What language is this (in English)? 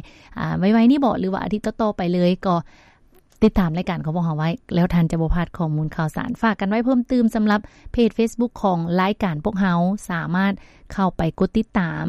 Lao